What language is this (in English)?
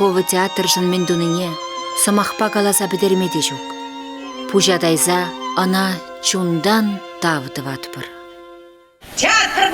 Chuvash